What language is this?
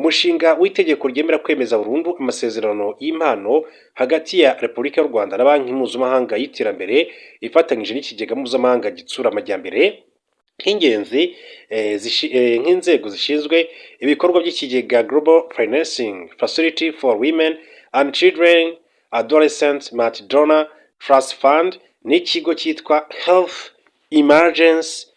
Kinyarwanda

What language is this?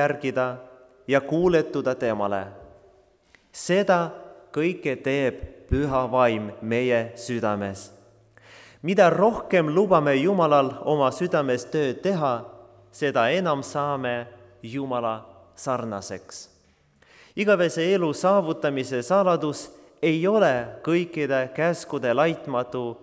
Estonian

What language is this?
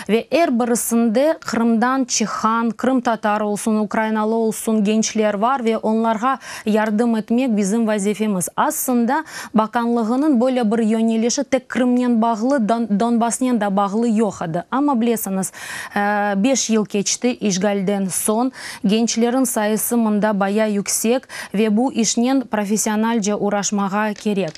Crimean Tatar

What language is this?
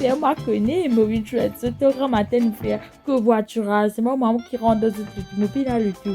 Morisyen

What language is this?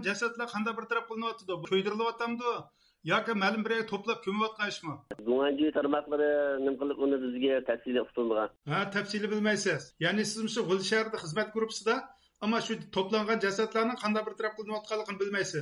Uyghur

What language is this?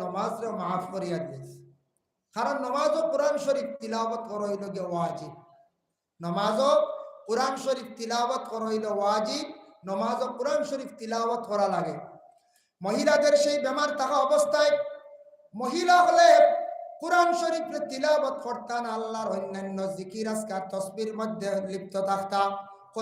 Sylheti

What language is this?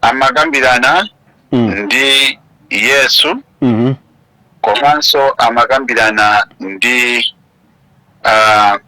Nyanja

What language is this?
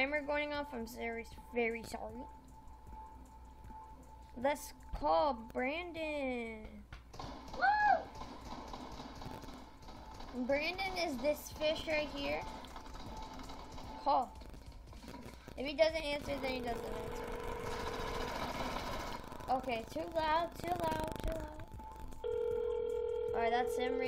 English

